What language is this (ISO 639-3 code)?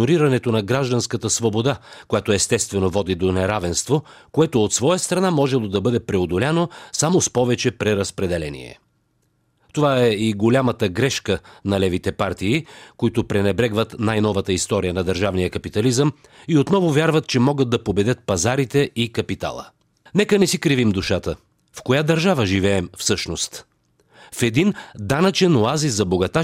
bul